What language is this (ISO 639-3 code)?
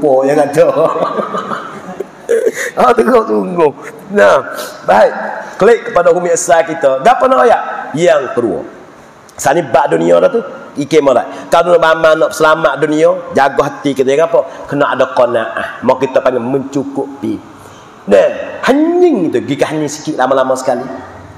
mfa